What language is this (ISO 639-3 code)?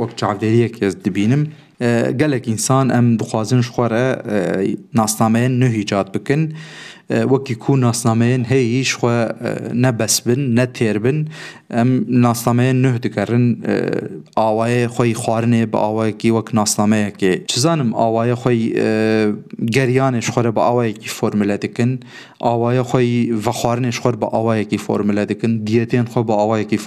kur